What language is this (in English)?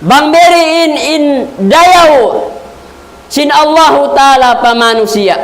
Tausug